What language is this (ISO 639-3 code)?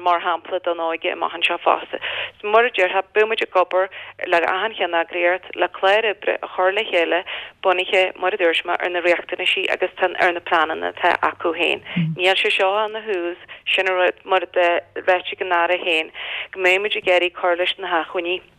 gle